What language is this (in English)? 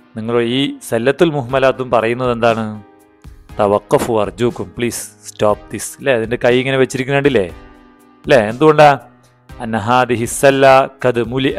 Malayalam